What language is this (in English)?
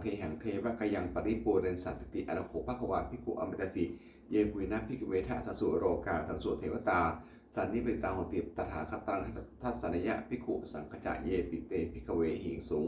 Pali